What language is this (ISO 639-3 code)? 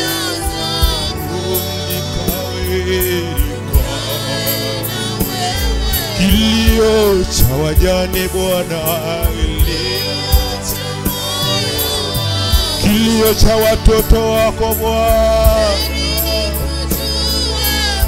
swa